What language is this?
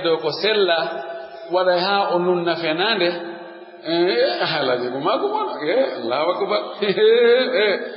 Pular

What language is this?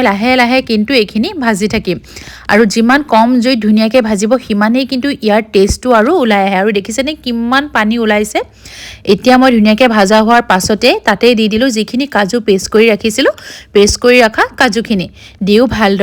Assamese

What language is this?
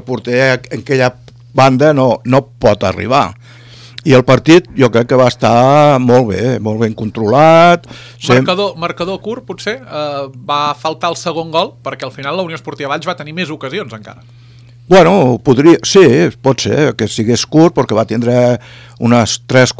Catalan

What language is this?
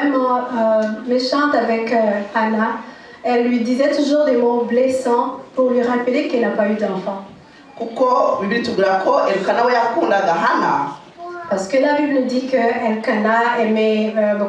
Kinyarwanda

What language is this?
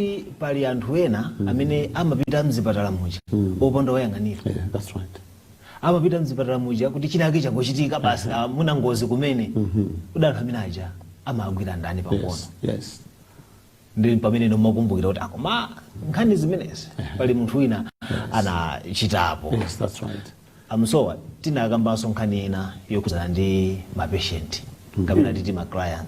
Nyanja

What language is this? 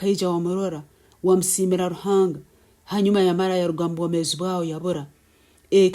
Nyankole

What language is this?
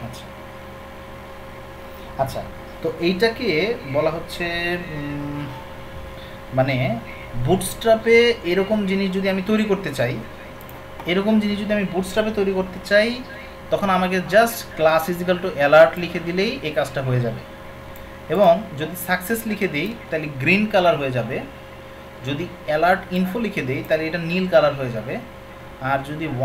Bangla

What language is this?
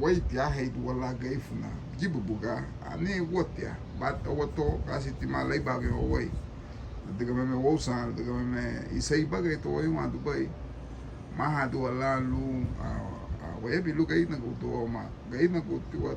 Garifuna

